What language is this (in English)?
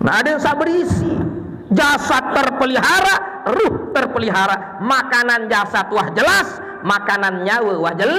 Sasak